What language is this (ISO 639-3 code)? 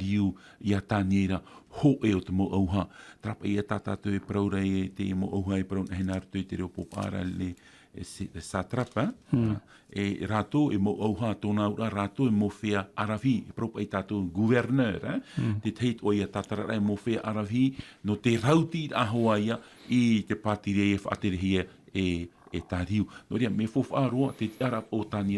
tah